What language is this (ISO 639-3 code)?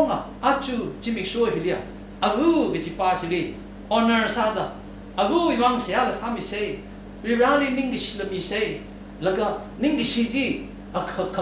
nmf